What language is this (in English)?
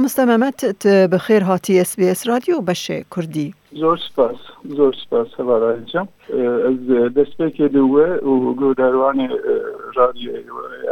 Kurdish